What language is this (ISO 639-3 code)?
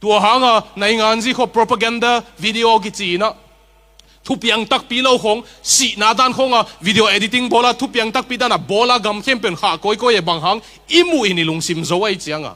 ctd